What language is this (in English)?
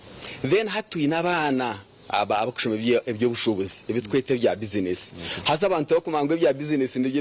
Nyankole